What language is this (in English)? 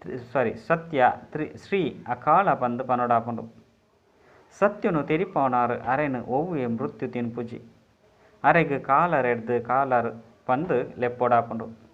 Tulu